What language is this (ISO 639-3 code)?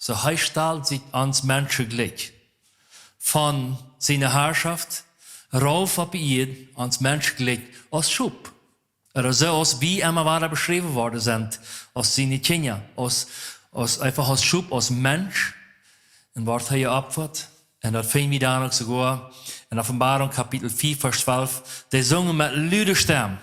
pdt